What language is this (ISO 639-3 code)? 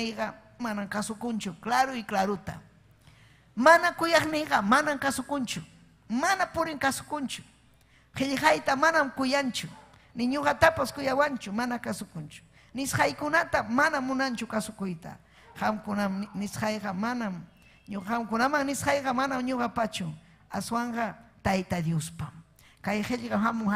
quy